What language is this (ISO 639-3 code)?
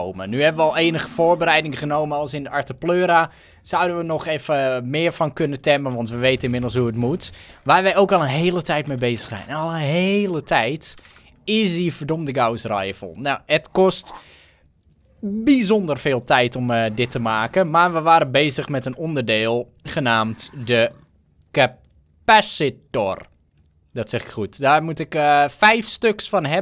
nld